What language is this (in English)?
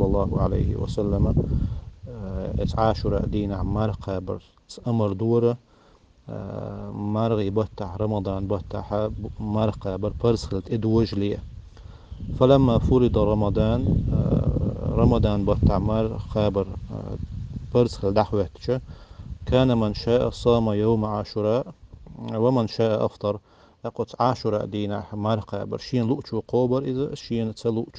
Chechen